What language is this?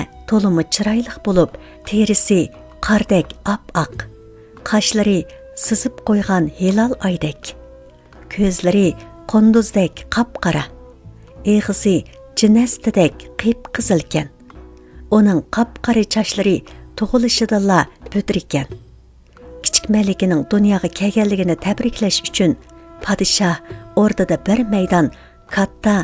Uyghur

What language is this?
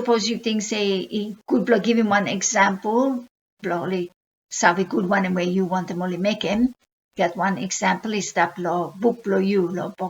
Bislama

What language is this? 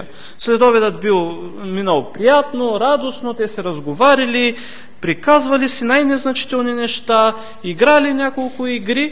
Bulgarian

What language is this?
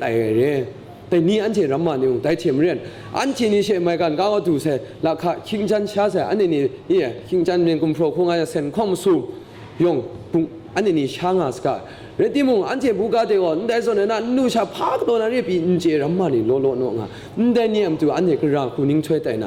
Kachin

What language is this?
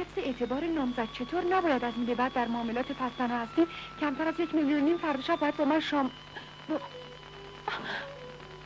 Persian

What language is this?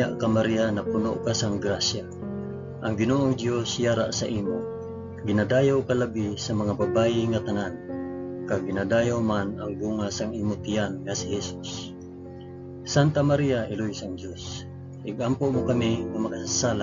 Hiligaynon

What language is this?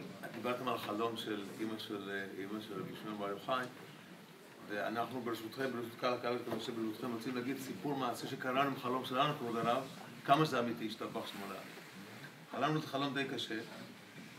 Hebrew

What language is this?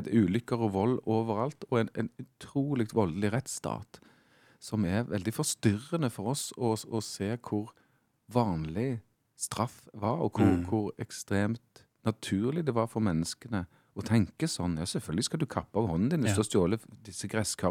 Norwegian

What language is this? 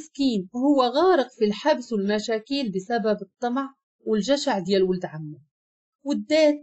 Moroccan Arabic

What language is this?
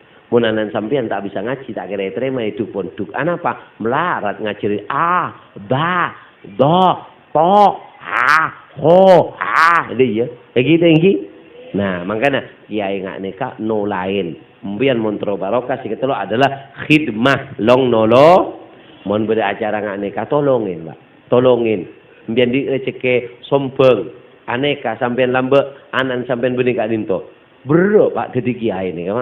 Madurese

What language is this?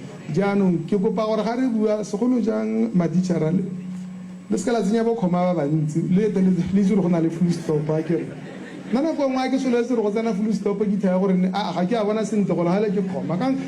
Tswana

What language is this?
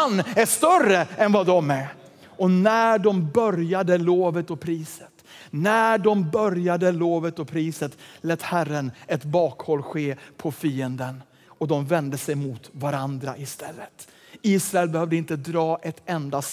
Swedish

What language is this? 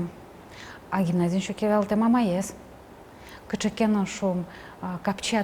Udmurt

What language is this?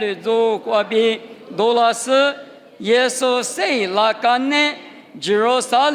Lisu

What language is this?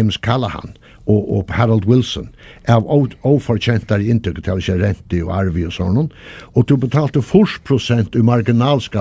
Faroese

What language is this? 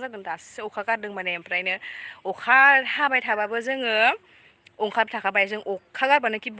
Bodo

